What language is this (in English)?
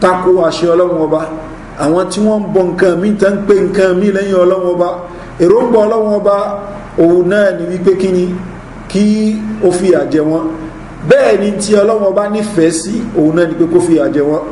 Yoruba